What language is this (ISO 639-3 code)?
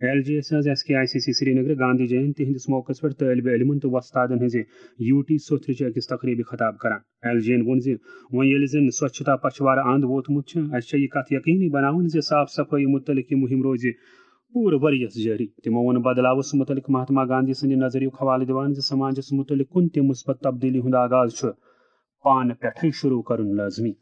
kas